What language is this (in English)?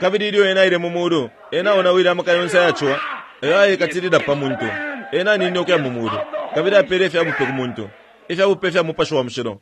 Bemba